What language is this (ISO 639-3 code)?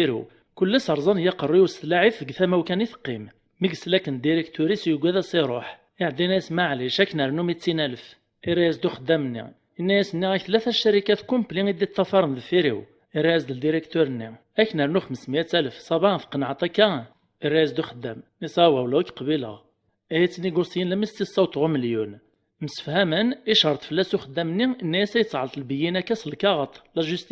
kab